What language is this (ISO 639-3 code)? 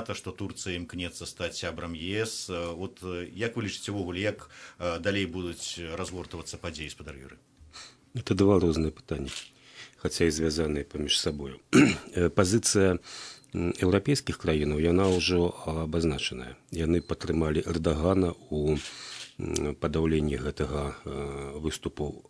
bel